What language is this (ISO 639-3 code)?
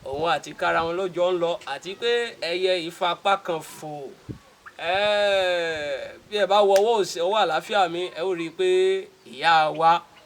yor